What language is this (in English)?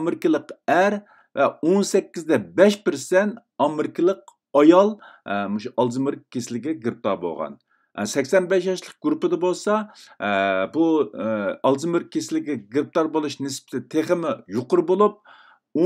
Uyghur